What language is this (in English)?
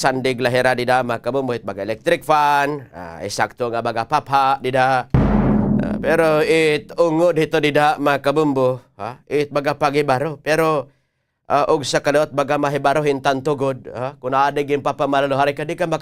Waray